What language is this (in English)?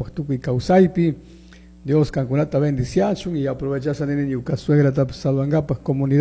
Chimborazo Highland Quichua